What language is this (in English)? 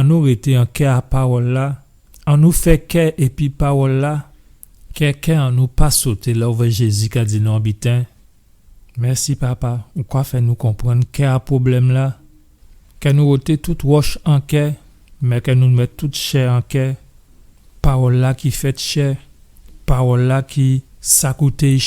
Guadeloupean Creole French